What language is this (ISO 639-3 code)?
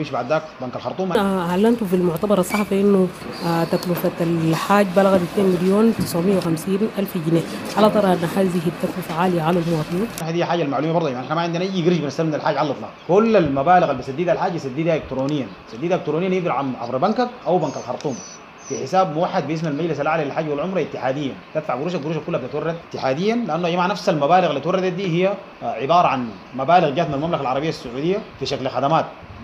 apd